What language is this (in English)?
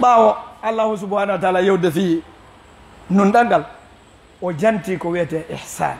Fula